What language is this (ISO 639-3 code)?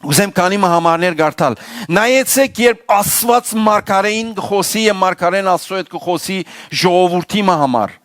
hyw